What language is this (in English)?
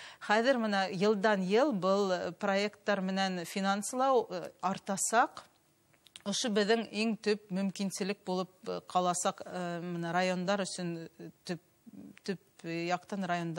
Bashkir